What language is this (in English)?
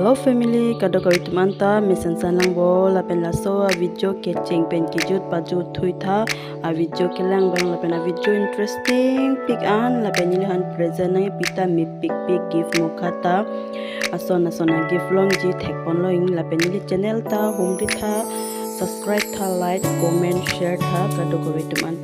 Karbi